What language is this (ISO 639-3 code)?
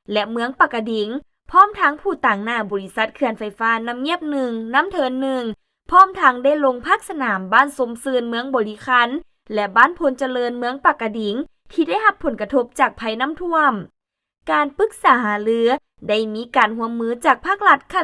lao